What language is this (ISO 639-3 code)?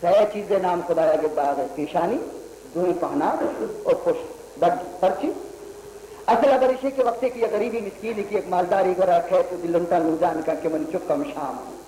bal